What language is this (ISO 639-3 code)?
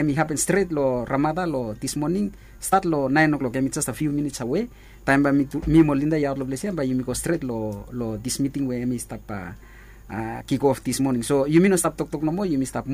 bis